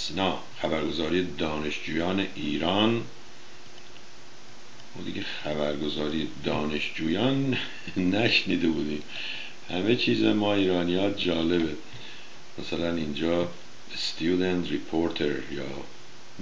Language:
Persian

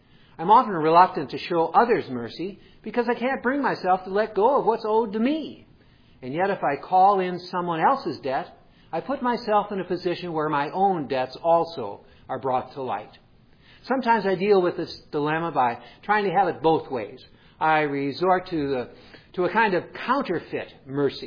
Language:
English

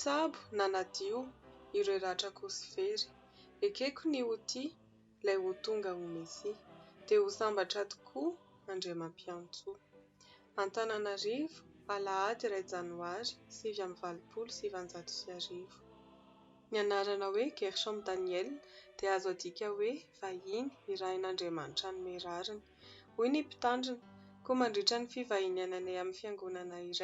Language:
Malagasy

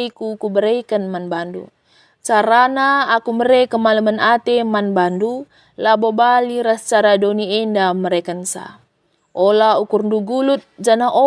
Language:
Batak Karo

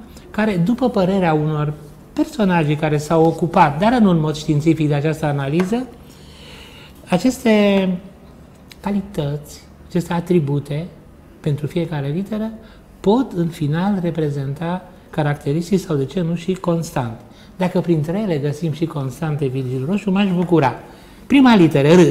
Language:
Romanian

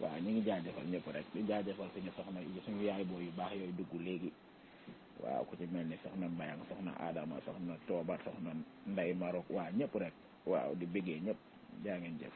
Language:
Wolof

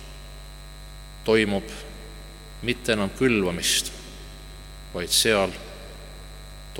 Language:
Estonian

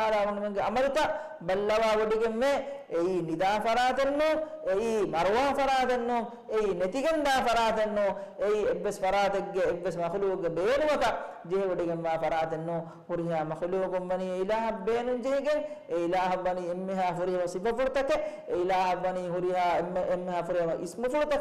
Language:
Divehi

